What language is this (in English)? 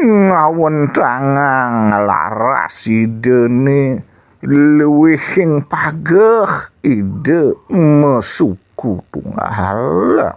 Balinese